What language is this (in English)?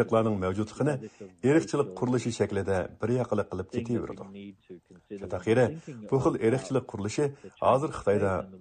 Uyghur